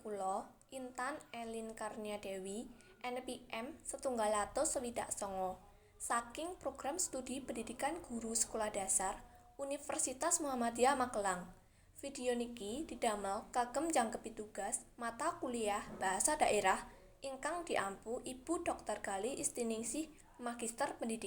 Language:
Javanese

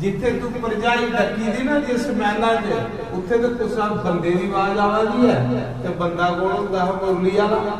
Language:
Dogri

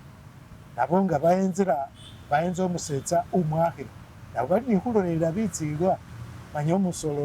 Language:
Masaaba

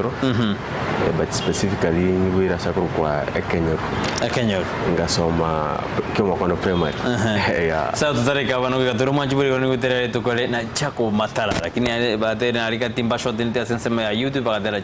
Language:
Gusii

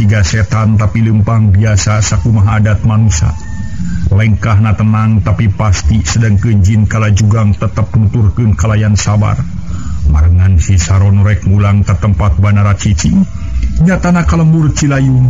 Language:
Sundanese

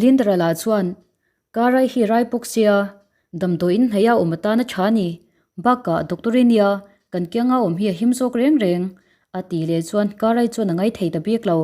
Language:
Mizo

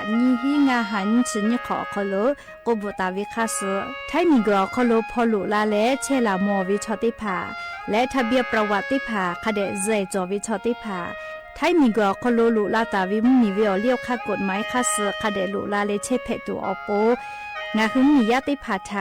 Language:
Lahu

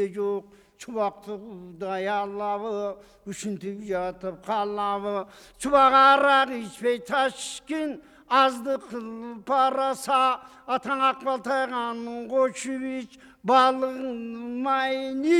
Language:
Kyrgyz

